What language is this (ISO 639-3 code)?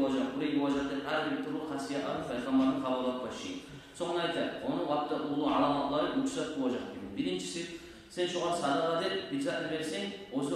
kum